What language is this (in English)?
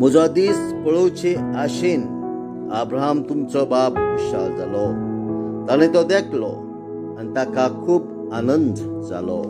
Konkani